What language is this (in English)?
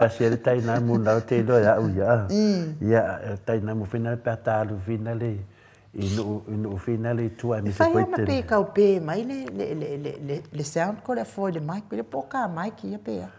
Samoan